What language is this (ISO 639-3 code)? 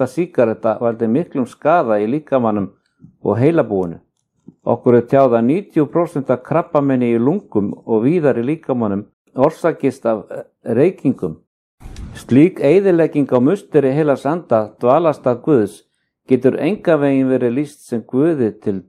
isl